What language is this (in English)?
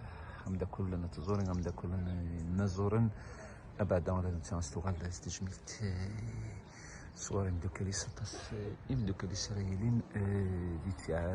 Kabyle